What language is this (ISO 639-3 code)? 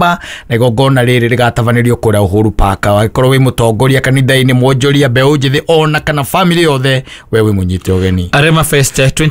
kik